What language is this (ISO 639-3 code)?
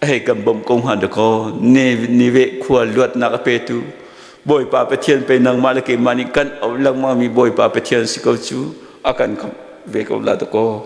cnh